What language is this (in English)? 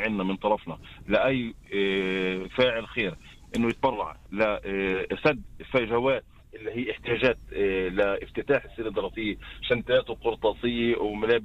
North Levantine Arabic